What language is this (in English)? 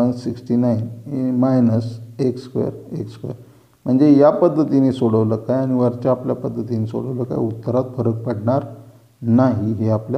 Marathi